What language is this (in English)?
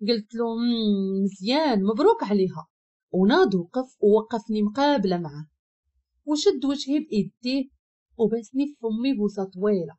Moroccan Arabic